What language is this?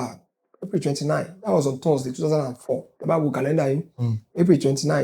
Yoruba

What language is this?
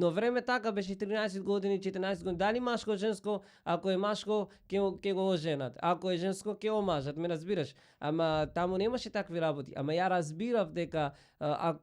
Macedonian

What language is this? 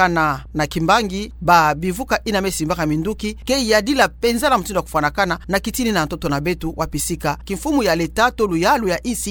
Kituba (Democratic Republic of Congo)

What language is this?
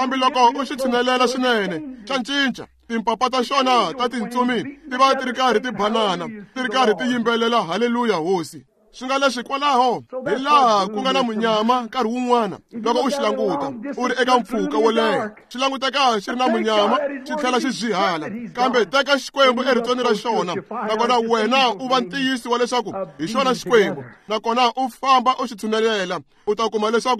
Tsonga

